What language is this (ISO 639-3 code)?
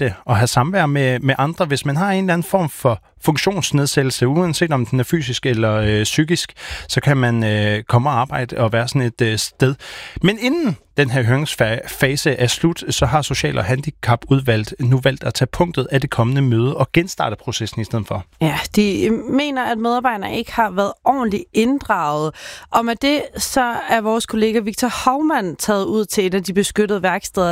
dan